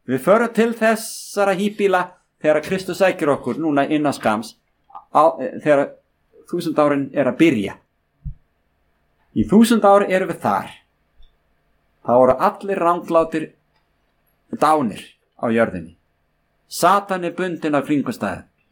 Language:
Icelandic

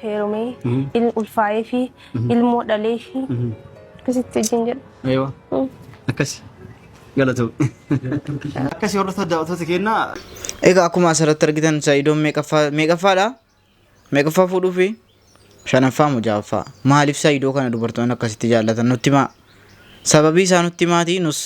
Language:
Oromo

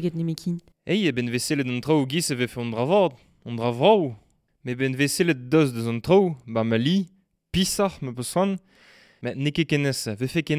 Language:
Breton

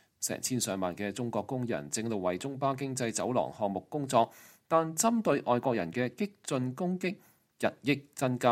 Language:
Cantonese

